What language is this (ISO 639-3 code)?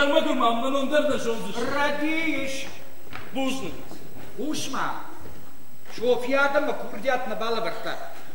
oss